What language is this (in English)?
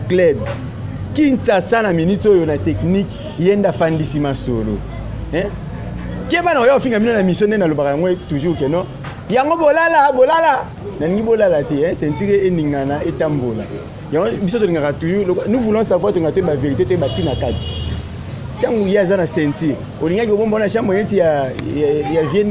Lingala